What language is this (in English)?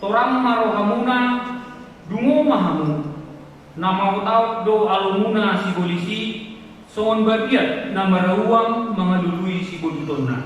Batak Toba